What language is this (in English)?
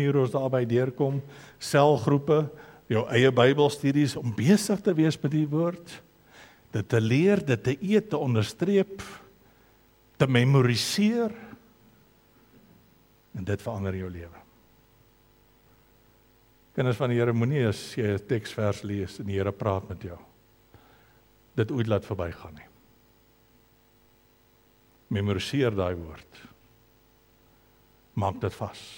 Afrikaans